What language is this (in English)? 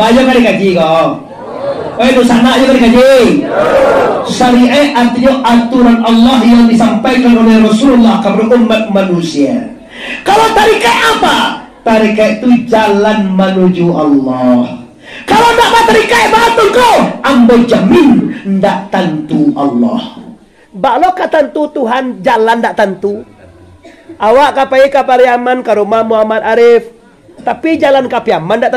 Minangkabau